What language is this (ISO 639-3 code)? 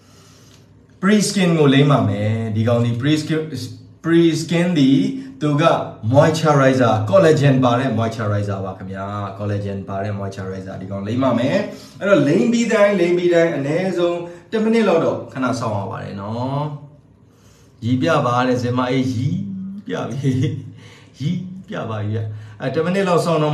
mya